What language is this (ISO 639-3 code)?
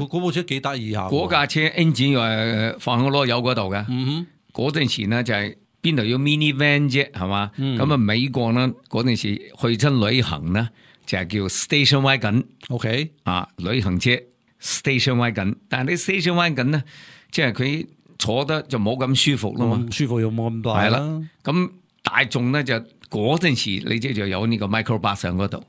yue